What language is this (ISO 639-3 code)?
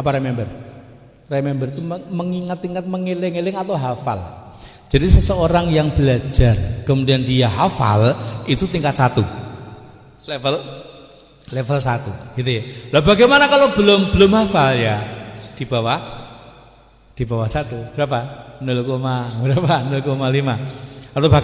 ind